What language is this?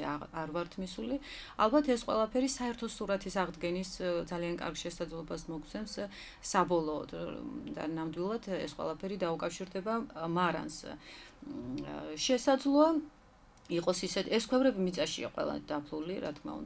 Georgian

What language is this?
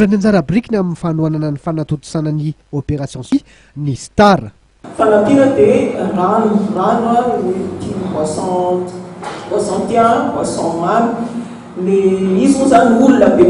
Malagasy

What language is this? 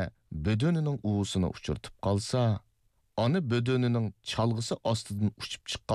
Uyghur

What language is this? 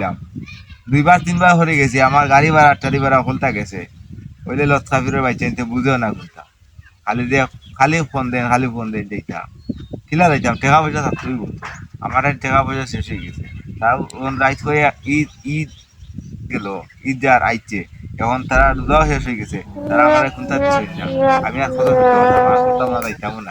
Sylheti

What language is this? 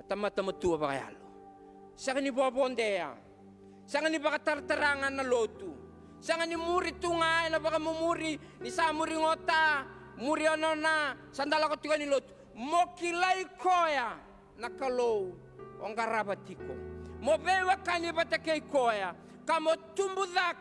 Fijian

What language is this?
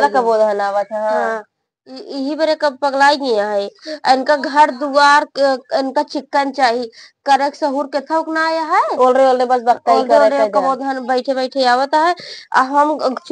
Awadhi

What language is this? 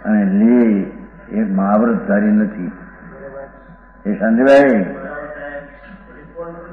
Gujarati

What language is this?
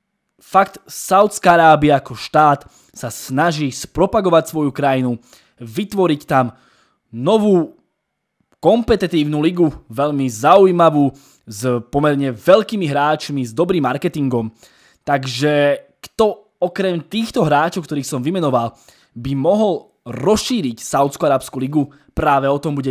Slovak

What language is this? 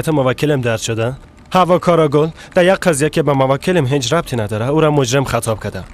Persian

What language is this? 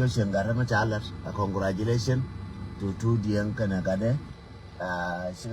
Nuer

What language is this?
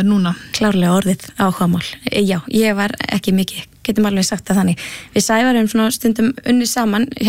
Icelandic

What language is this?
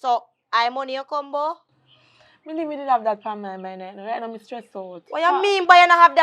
Jamaican Creole English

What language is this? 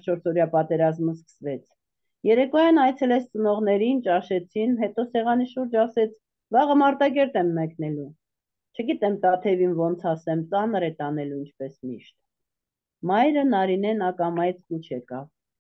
Armenian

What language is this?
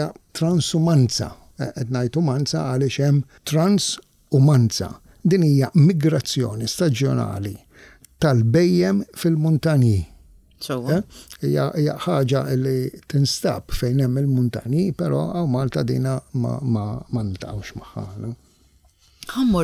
Maltese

